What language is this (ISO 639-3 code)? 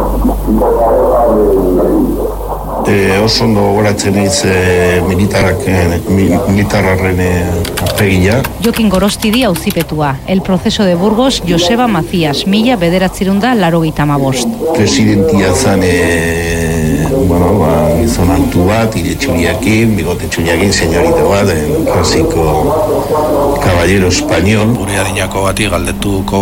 eus